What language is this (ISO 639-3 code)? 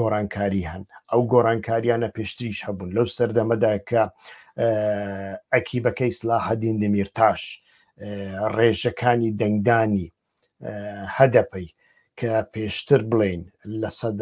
ckb